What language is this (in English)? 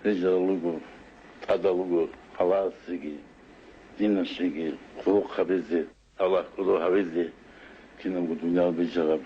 Avaric